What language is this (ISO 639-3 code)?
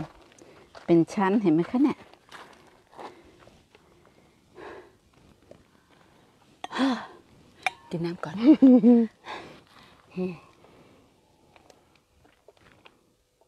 tha